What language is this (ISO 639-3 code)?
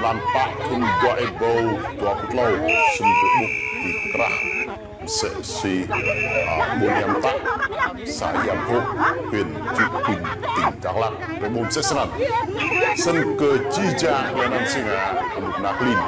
rad